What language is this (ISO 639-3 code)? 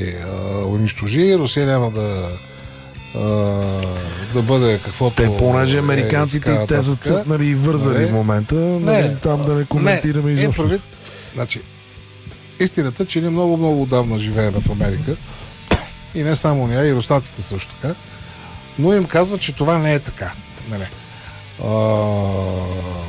bul